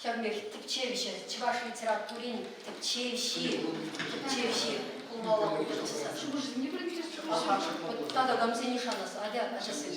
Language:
Chuvash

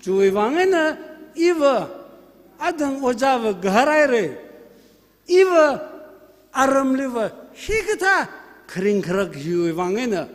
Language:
Tangkhul Naga (India)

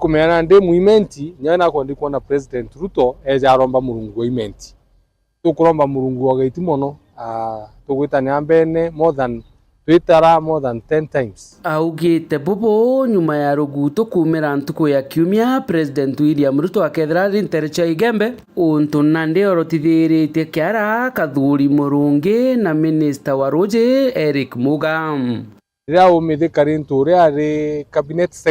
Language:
Meru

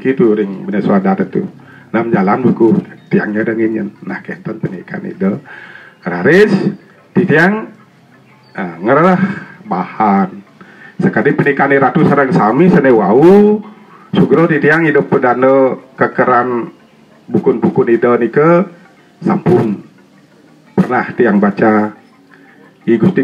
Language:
Balinese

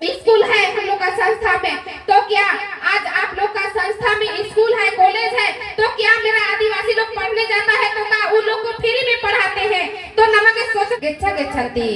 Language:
Kurukh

